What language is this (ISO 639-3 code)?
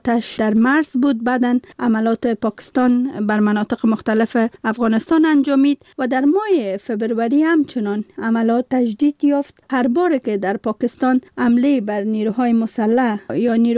fas